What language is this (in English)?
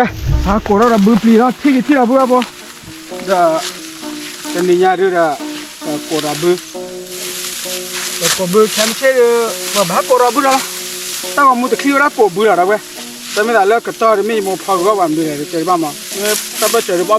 S'gaw Karen